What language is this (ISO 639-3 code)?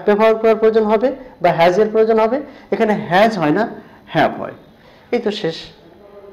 ben